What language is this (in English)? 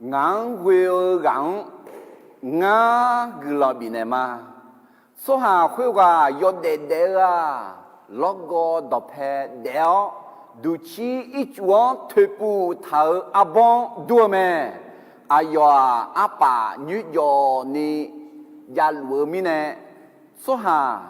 Akha